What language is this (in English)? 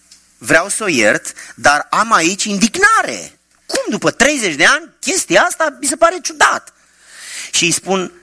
Romanian